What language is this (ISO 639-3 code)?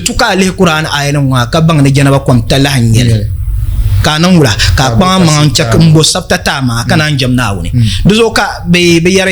dag